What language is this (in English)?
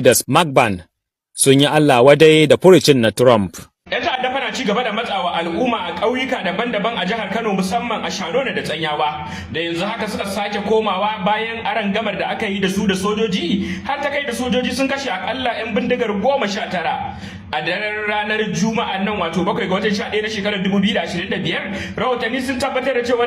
Hausa